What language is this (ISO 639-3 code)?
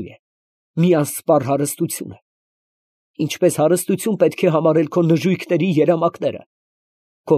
hye